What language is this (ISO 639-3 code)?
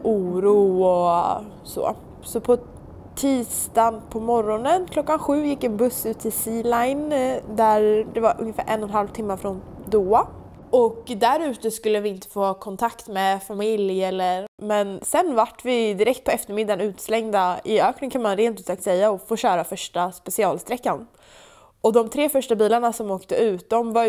swe